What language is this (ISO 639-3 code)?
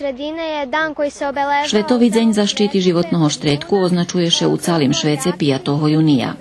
rue